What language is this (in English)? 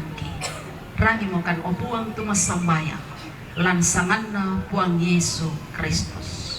Toraja-Sa'dan